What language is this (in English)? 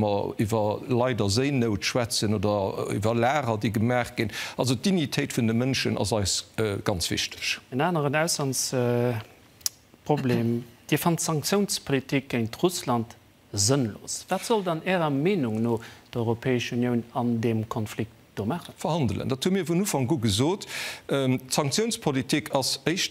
Luxembourgish